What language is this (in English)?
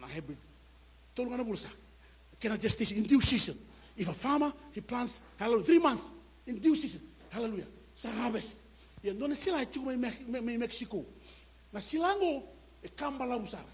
Fijian